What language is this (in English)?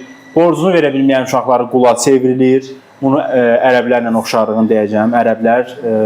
Azerbaijani